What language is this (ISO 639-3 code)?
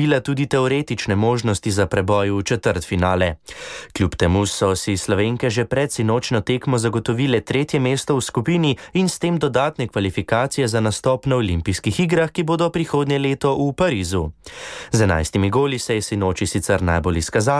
slv